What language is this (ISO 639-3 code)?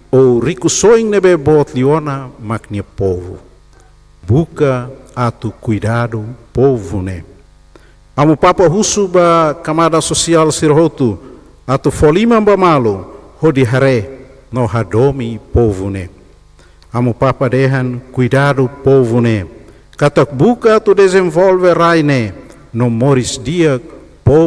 tet